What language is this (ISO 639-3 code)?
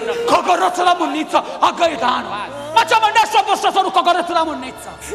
scn